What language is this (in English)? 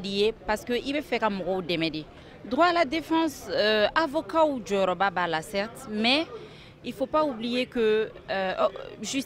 Bambara